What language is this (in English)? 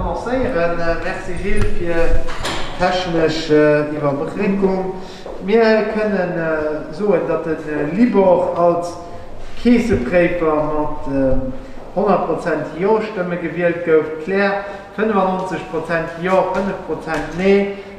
Luxembourgish